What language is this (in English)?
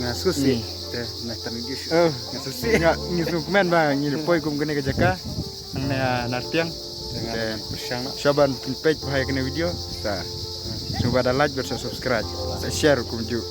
Khasi